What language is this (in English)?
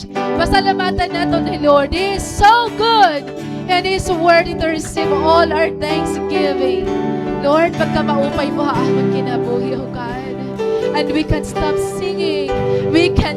Waray